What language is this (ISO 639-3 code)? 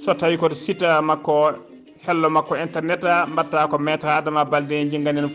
ful